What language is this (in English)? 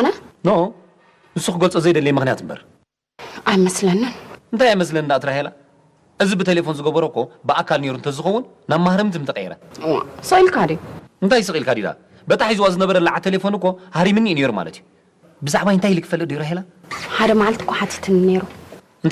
Tigrinya